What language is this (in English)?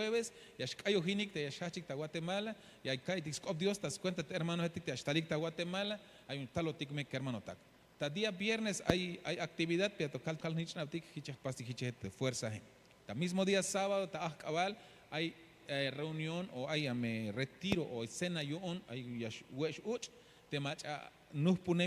Tzeltal